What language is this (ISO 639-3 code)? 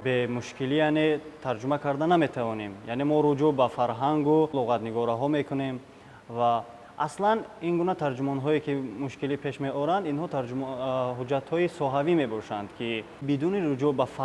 tgk